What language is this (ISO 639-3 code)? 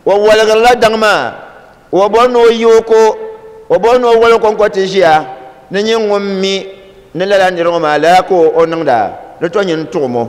dag